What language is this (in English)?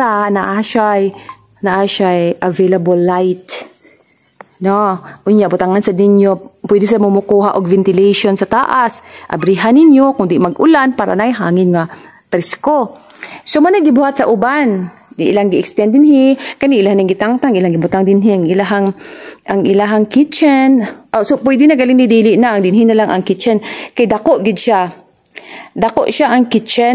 Cebuano